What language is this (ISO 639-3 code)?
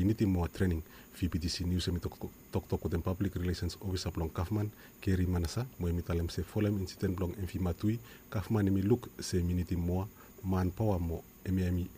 bis